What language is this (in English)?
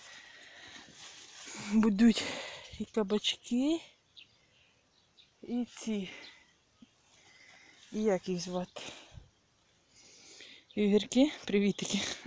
Ukrainian